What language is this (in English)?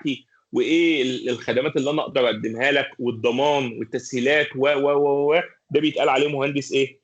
Egyptian Arabic